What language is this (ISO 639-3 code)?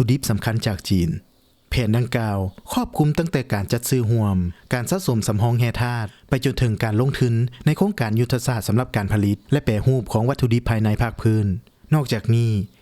lao